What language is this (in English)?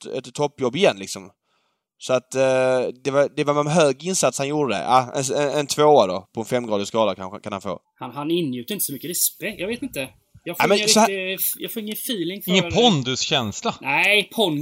Swedish